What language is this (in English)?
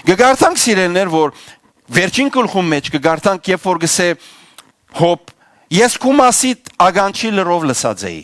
Western Armenian